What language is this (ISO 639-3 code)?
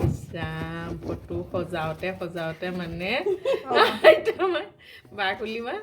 asm